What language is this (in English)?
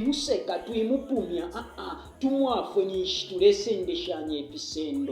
Bemba